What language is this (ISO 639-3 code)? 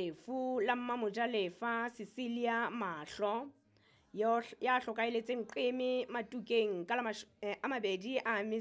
sot